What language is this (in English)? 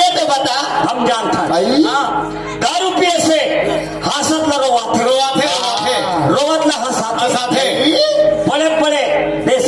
Chhattisgarhi